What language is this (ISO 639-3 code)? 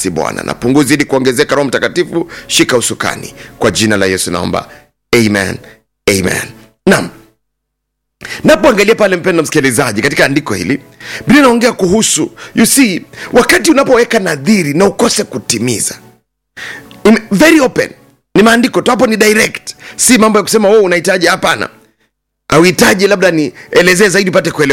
swa